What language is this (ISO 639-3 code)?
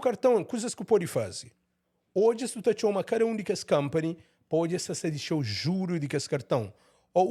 kea